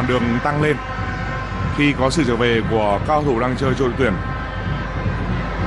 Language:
Vietnamese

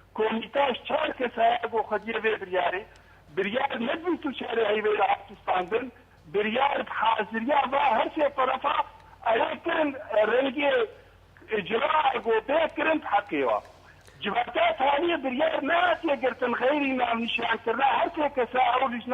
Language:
Kurdish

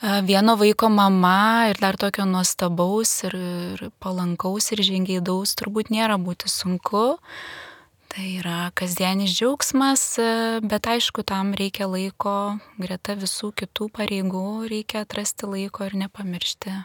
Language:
Lithuanian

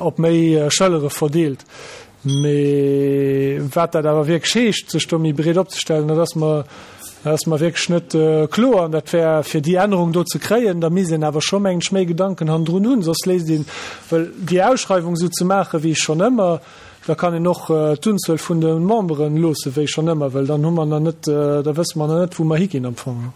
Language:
Luxembourgish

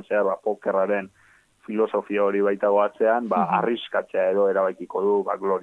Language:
Basque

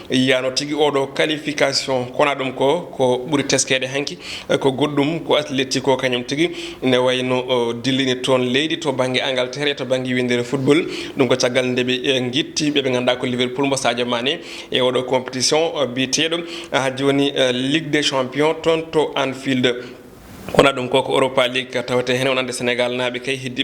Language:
Fula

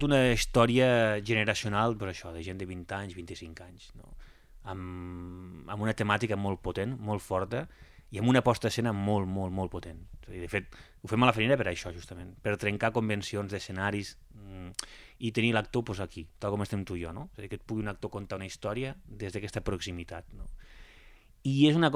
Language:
Catalan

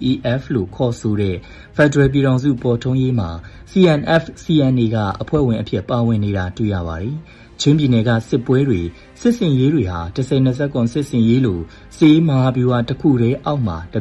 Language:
Burmese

